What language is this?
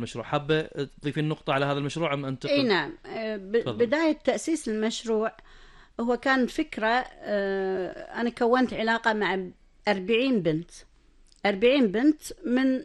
Gulf Arabic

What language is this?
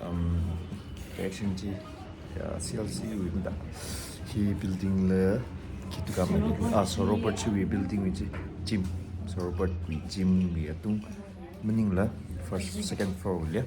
Tangkhul Naga (India)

